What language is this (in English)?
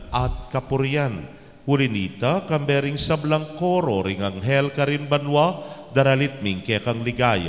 Pampanga